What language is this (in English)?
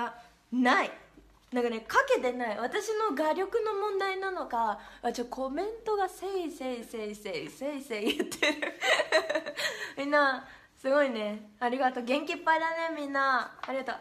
Japanese